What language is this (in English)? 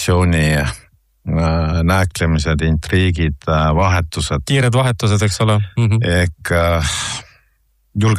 Estonian